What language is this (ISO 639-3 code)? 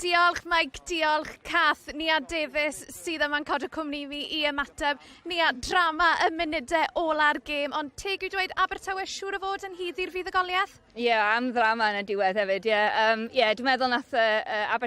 cym